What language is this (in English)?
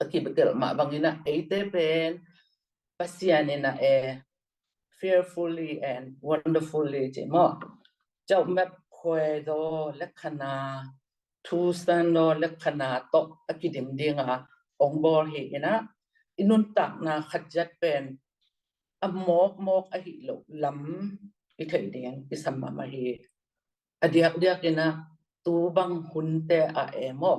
Tedim Chin